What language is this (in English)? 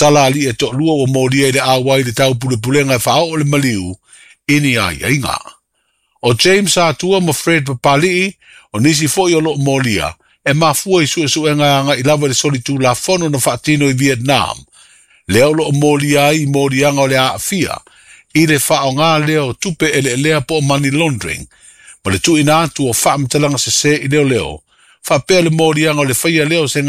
Samoan